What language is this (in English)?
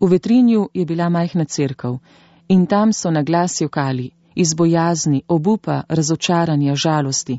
Slovenian